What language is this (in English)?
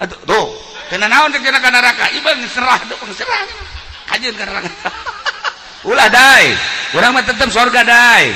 Sundanese